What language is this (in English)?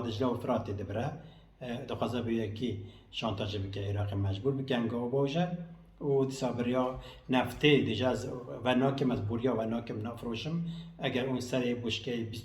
Kurdish